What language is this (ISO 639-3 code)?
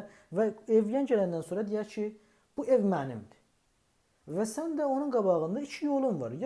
azb